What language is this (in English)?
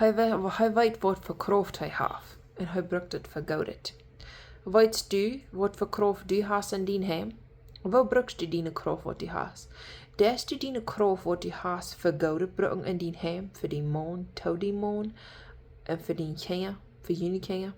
Plautdietsch